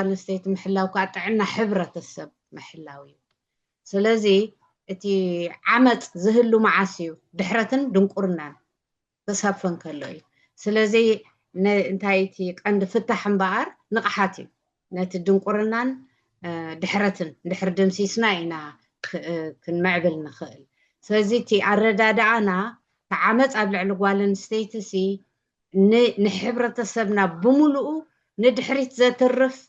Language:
Tigrinya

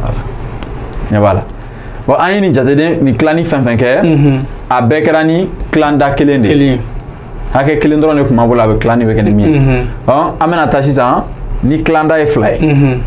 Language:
Bambara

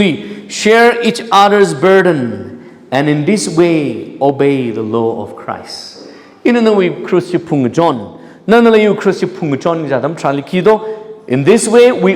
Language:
Tangkhul Naga (India)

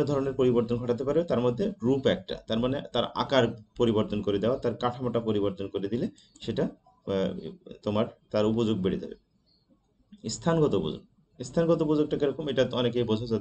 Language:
Bangla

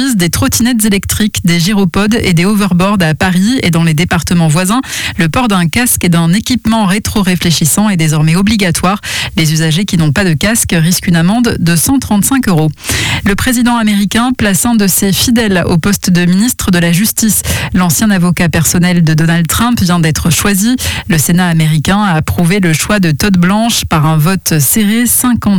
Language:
French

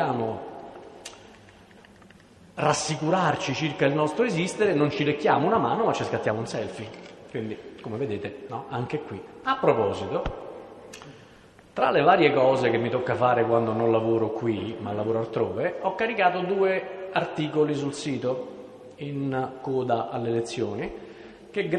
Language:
Italian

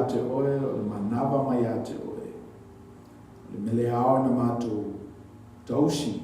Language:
Samoan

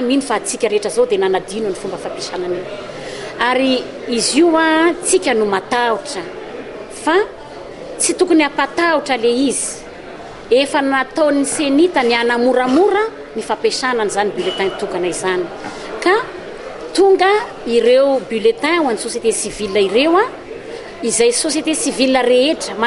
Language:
Malagasy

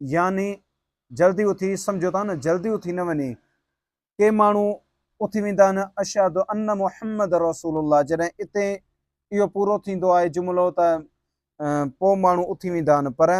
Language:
Sindhi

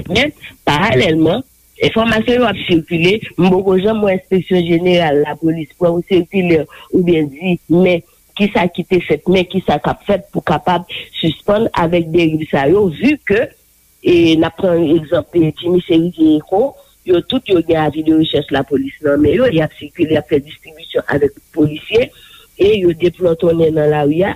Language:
Haitian Creole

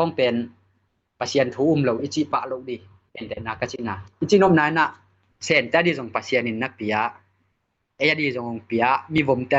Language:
Tedim Chin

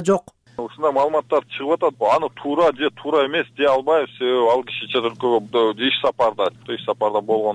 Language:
Kyrgyz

